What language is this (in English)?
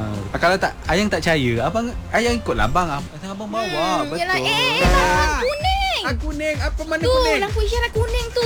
Malay